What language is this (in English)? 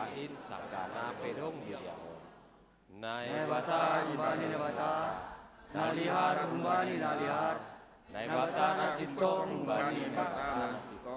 Batak Simalungun